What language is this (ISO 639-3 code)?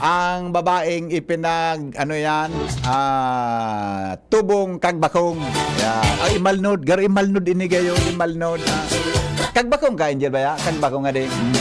bik